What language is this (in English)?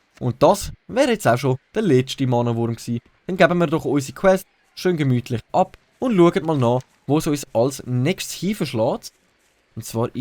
Swiss German